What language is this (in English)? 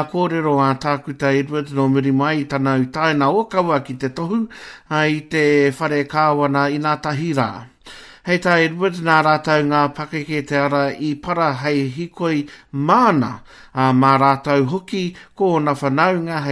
Māori